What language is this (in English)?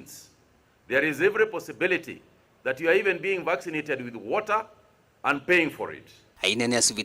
Kamba